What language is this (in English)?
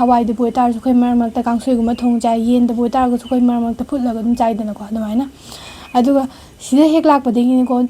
Manipuri